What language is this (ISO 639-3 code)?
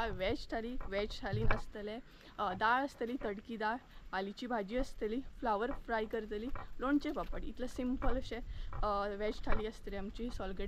kok